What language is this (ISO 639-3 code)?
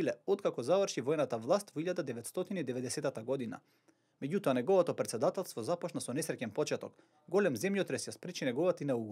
mkd